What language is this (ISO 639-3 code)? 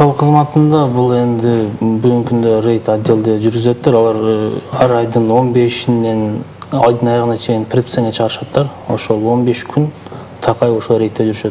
kir